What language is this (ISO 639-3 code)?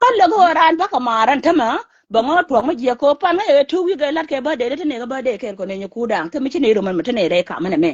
nus